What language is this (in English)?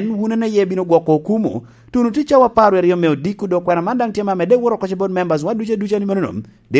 Lango (Uganda)